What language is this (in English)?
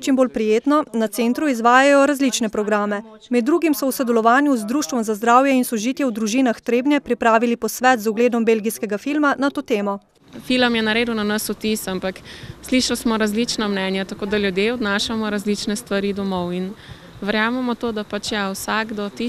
Slovenian